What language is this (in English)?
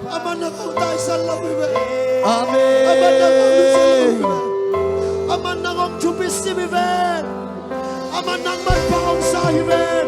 Tedim Chin